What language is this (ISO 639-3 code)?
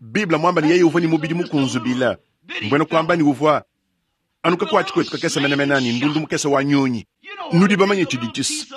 lua